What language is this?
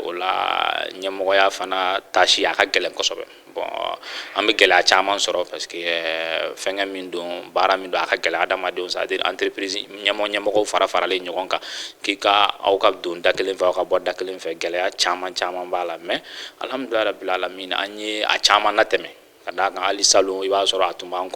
Bambara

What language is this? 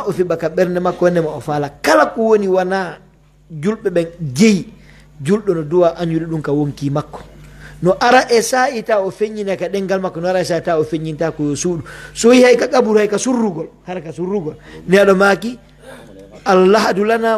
Pular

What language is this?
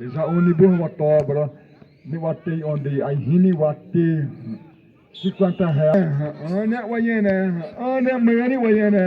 Xavánte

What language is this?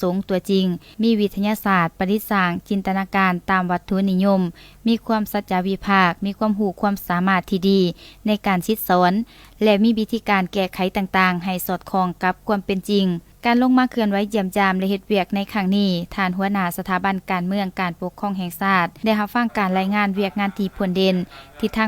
Lao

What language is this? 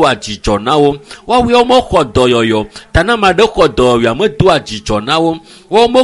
Ewe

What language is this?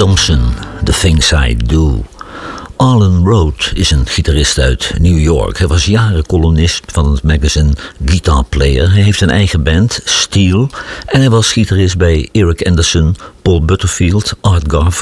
Dutch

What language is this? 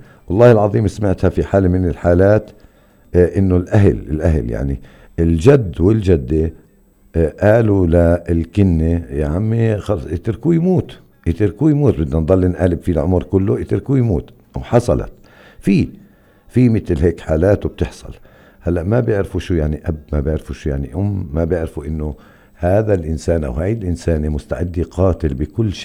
North Levantine Arabic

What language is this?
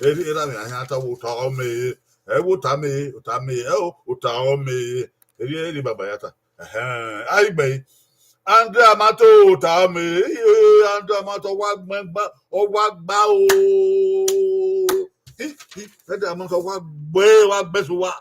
Bini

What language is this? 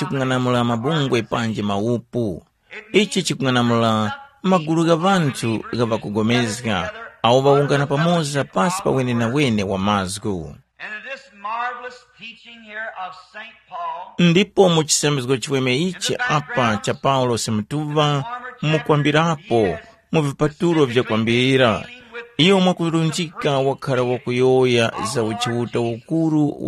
Tumbuka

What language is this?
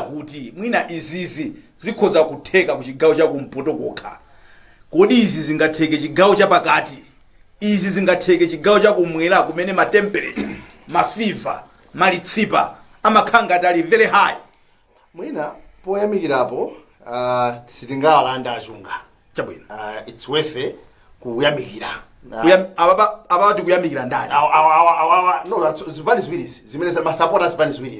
Nyanja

